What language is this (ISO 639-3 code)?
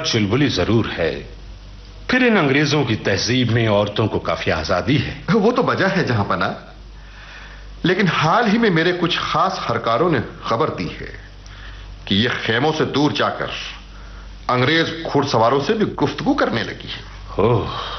urd